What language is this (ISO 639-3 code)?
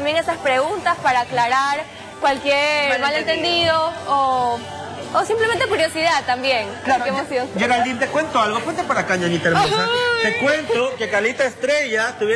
spa